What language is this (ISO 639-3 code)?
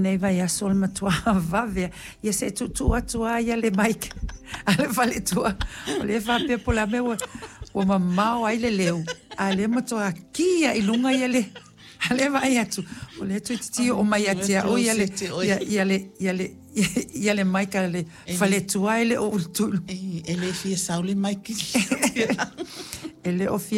smo